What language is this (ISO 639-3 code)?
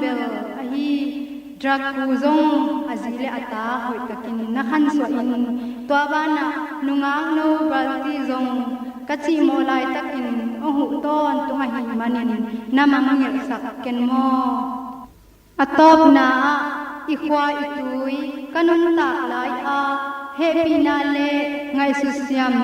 ctd